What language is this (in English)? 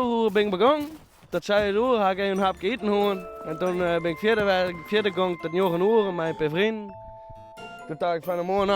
Western Frisian